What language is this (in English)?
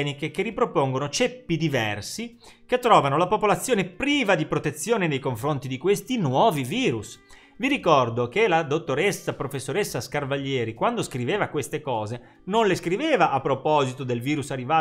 Italian